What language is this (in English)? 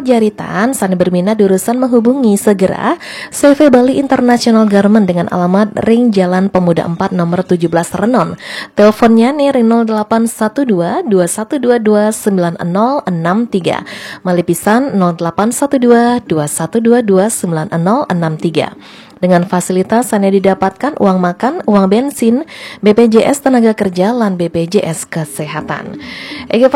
Balinese